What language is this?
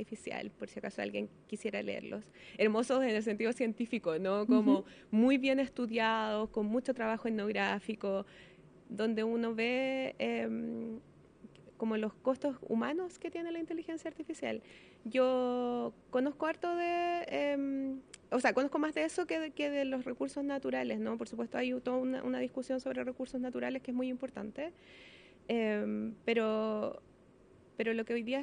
Spanish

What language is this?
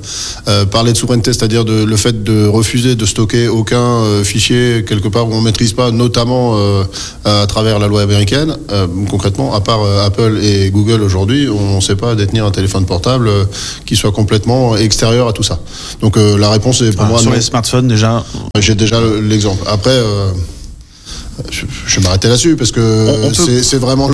French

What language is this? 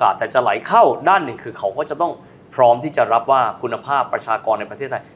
Thai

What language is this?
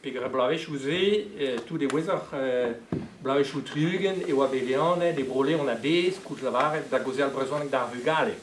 Breton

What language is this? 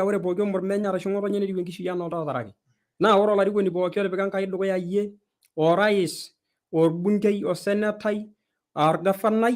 Masai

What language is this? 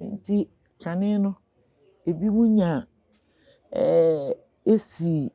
Akan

